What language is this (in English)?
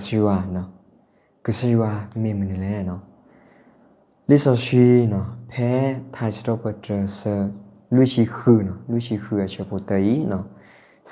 S'gaw Karen